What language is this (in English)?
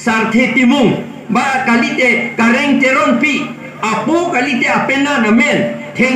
Karbi